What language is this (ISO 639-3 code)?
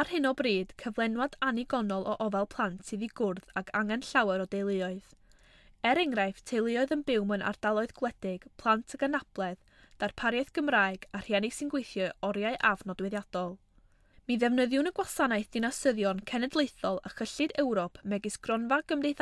cym